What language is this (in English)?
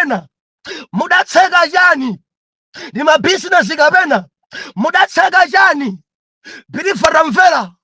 Nyanja